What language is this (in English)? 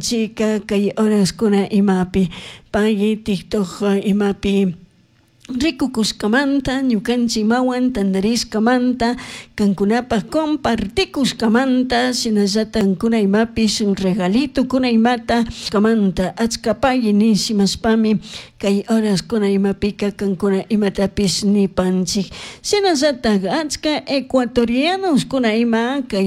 Chimborazo Highland Quichua